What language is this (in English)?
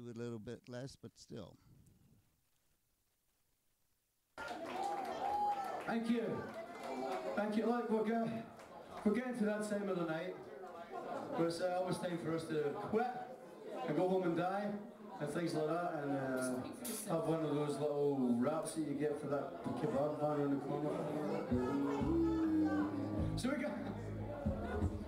English